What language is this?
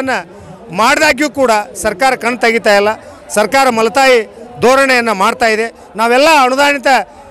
Kannada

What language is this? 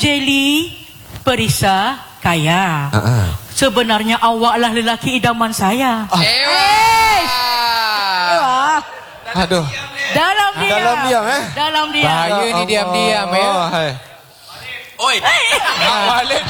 Malay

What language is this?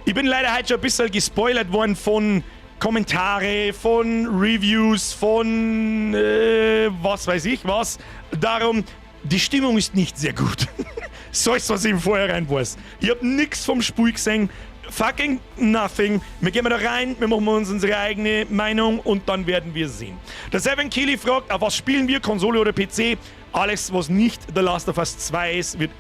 Bavarian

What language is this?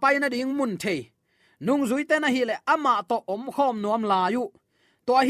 Tedim Chin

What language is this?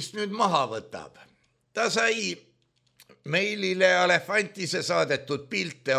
Estonian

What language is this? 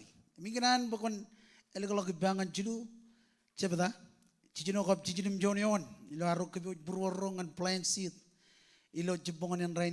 Marshallese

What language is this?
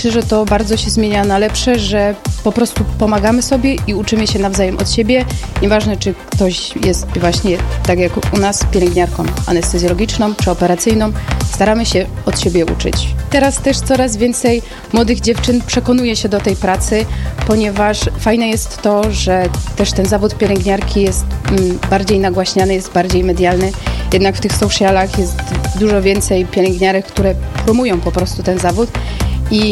Polish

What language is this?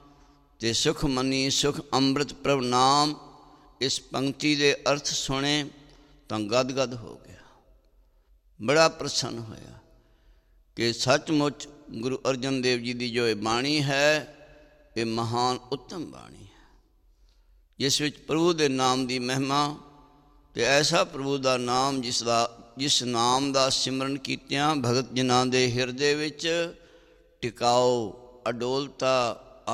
Punjabi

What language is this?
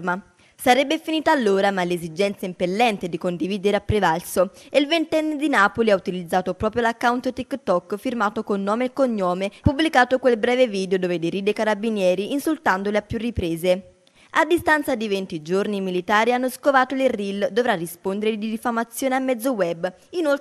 Italian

